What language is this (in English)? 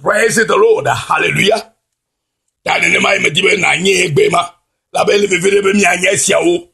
Ewe